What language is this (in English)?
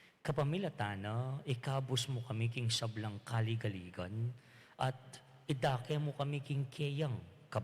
Pampanga